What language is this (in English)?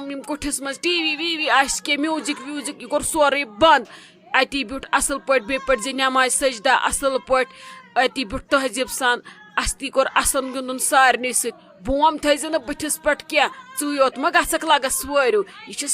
Kashmiri